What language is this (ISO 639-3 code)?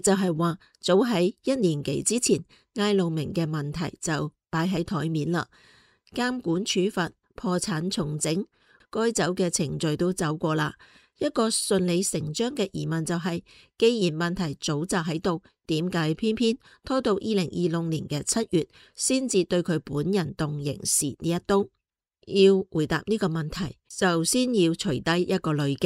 yue